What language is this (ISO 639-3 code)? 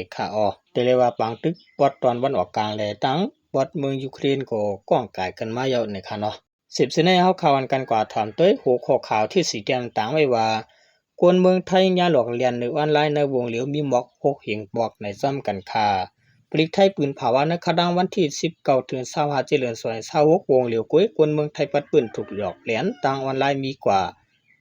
shn